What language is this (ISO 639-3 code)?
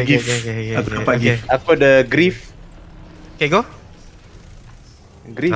msa